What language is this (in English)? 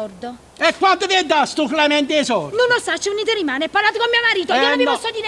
Neapolitan